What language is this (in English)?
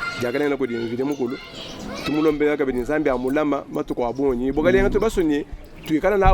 Luba-Lulua